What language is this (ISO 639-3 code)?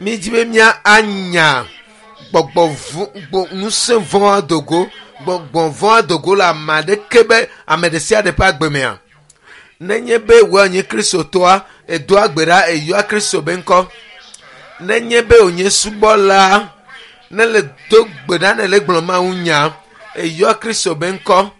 ewe